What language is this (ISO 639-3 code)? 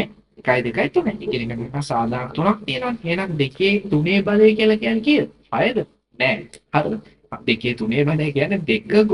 sin